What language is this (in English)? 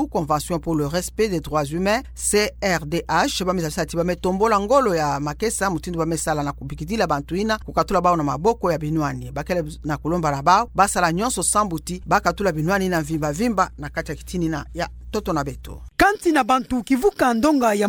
Kituba (Democratic Republic of Congo)